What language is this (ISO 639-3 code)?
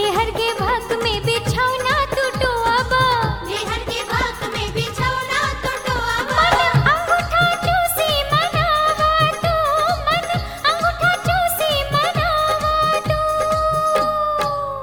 bho